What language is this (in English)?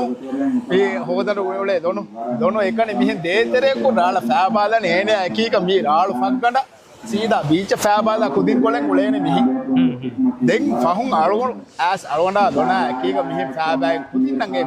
Divehi